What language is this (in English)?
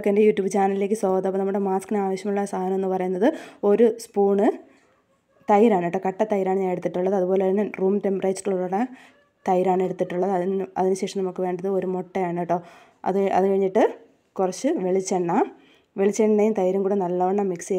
Malayalam